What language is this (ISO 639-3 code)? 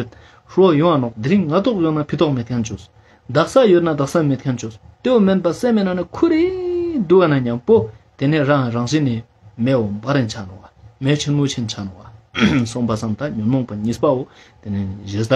lbj